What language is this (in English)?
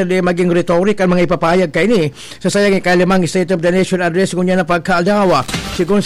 Bikol